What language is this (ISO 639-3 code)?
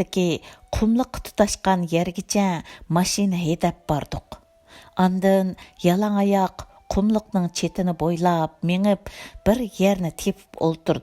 uig